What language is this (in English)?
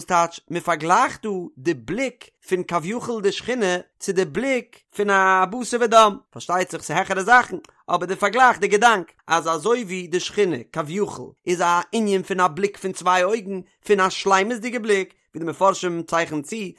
Yiddish